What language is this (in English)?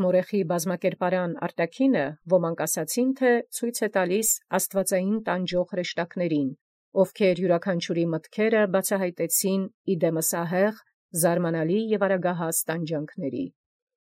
Armenian